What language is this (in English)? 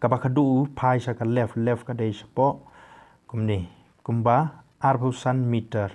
Khasi